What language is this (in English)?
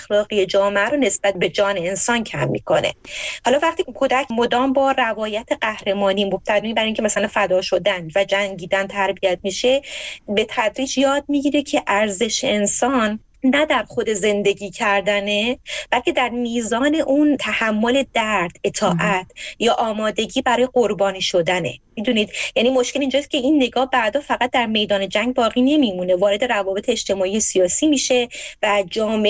Persian